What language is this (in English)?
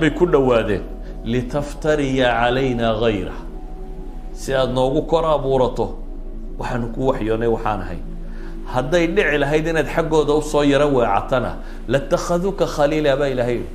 Somali